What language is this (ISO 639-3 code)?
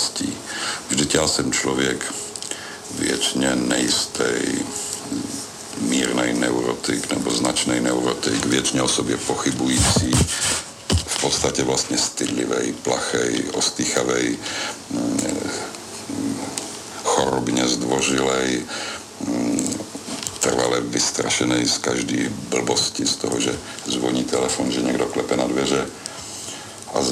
ces